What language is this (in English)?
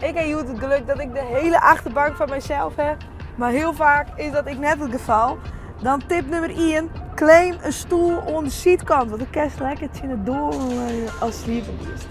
Western Frisian